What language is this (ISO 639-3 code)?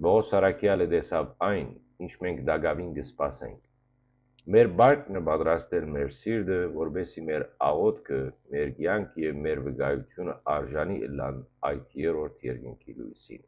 hyw